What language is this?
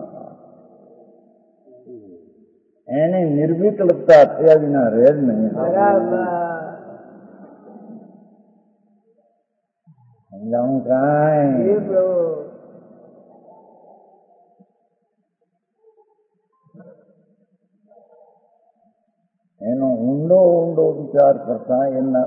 Gujarati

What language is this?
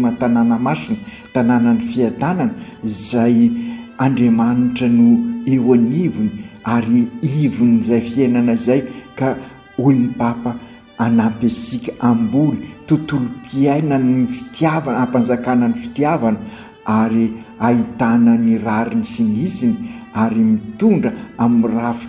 Malagasy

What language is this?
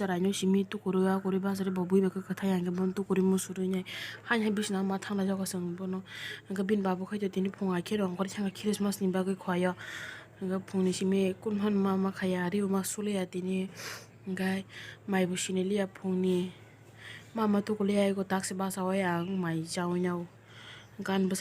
Kok Borok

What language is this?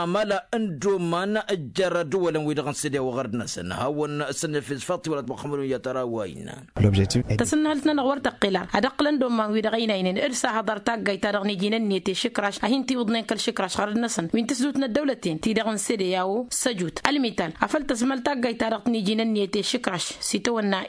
Tamasheq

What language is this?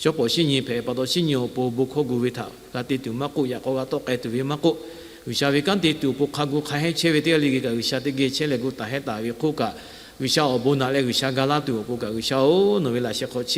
Lahu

